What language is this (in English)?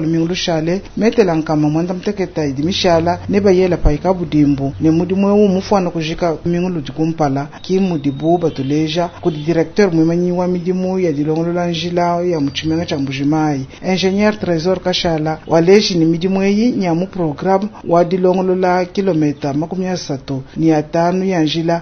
Luba-Lulua